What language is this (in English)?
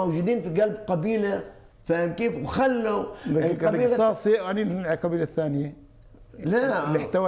South Levantine Arabic